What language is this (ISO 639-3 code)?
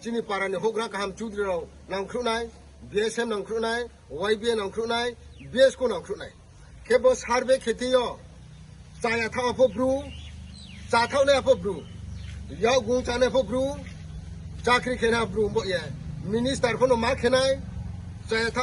ria